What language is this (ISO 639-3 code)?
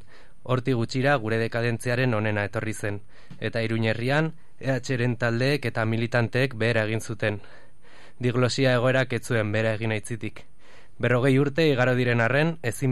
eus